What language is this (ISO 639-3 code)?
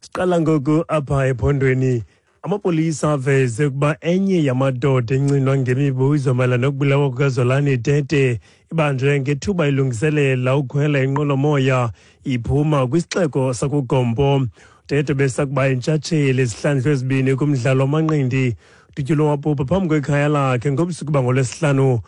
xho